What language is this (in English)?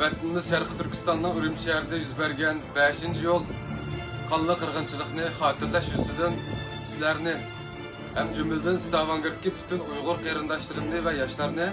Uyghur